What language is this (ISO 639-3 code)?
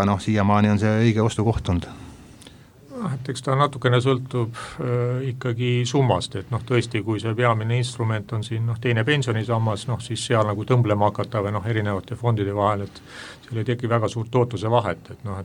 est